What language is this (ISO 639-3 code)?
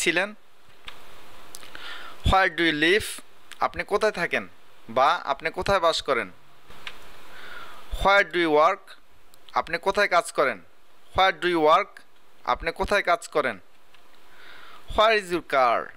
ben